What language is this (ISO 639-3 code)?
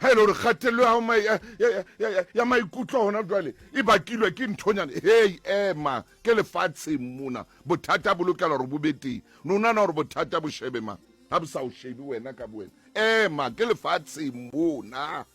sot